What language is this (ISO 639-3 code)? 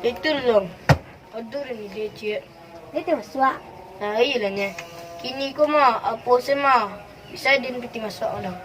min